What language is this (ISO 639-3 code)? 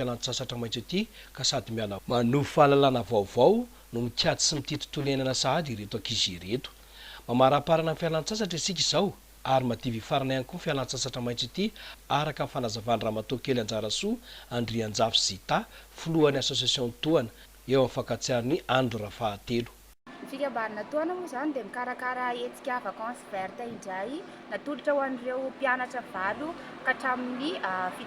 mlg